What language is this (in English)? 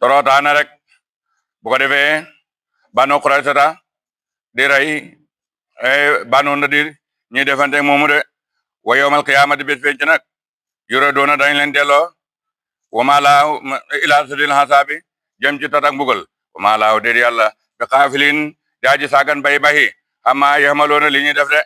Wolof